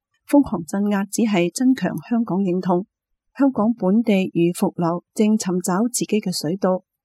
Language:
Cantonese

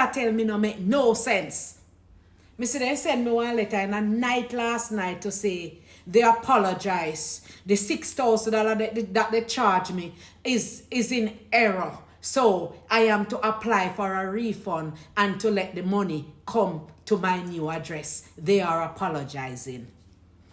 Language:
Jamaican Creole English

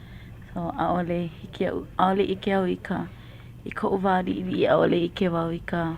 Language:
Hawaiian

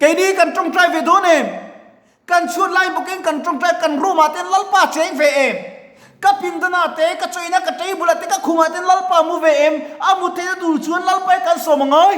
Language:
Mizo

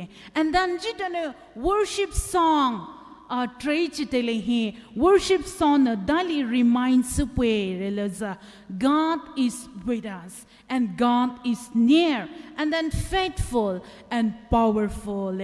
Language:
Poumei Naga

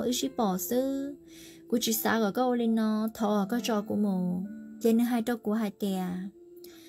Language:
Vietnamese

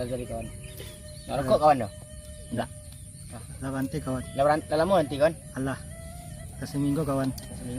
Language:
Minangkabau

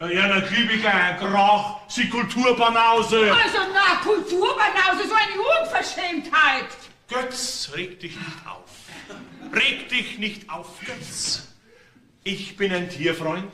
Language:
Bavarian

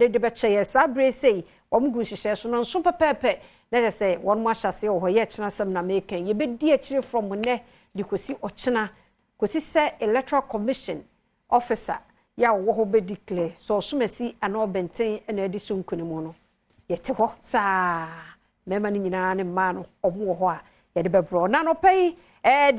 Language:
Akan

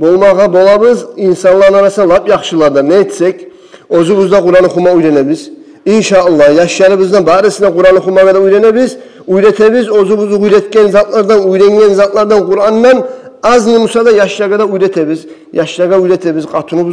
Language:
Kumyk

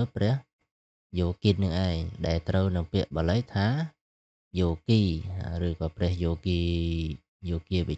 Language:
Khmer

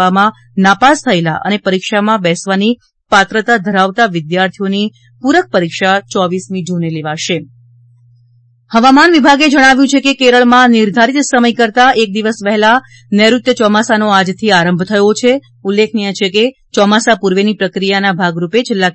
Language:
Gujarati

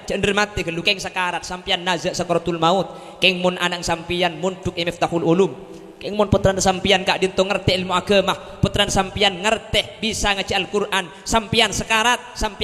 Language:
Madurese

